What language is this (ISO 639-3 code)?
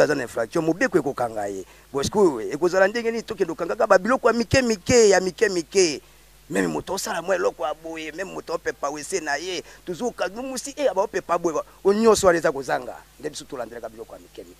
lin